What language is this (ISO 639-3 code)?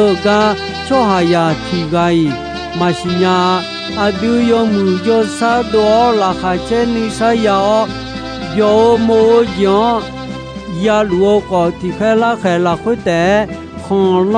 ahk